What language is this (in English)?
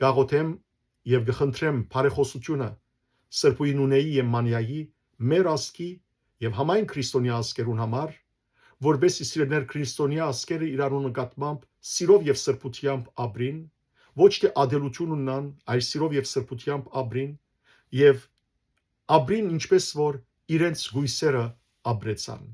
Western Armenian